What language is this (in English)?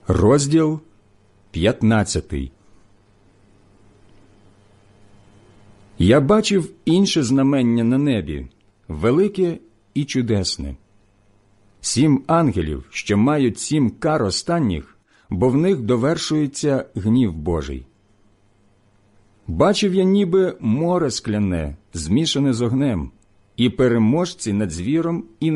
Ukrainian